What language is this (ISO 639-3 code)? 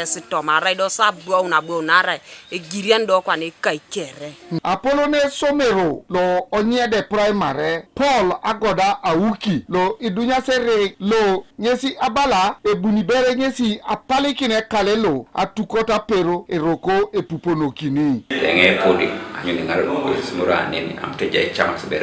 teo